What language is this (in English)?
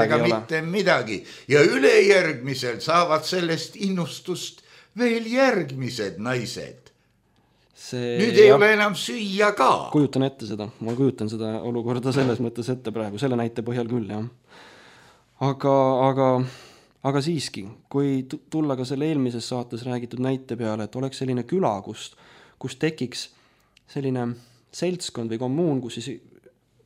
Estonian